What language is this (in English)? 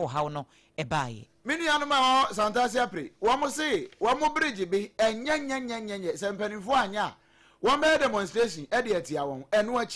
Akan